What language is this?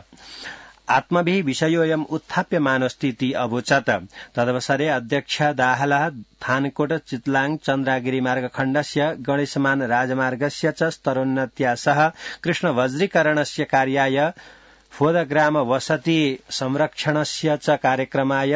Sanskrit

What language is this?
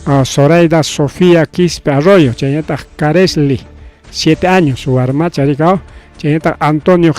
Ayacucho Quechua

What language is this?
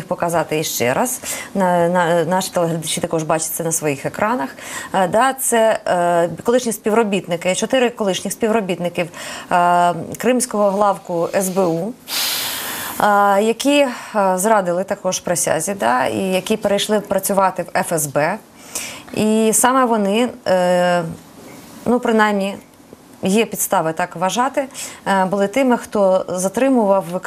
Ukrainian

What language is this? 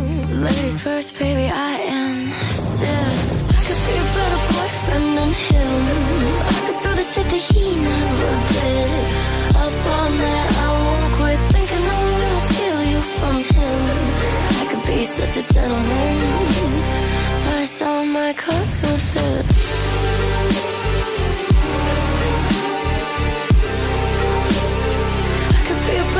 English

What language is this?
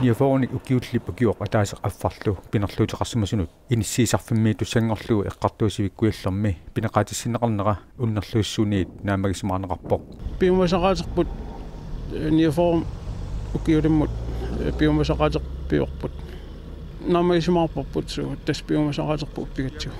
Kalaallisut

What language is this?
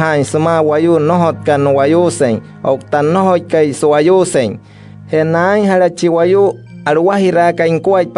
Wayuu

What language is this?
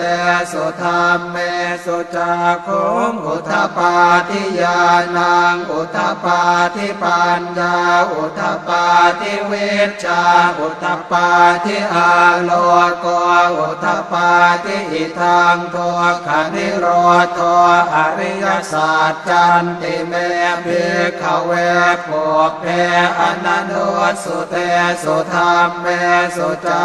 Pali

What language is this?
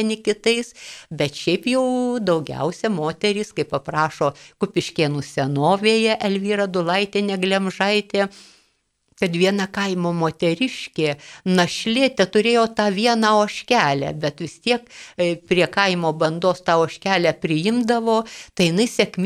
Lithuanian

